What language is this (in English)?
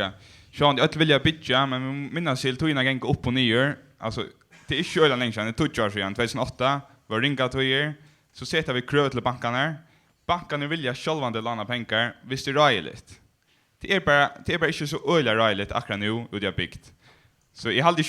Faroese